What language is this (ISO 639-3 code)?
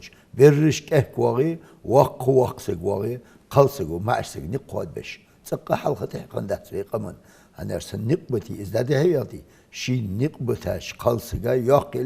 inh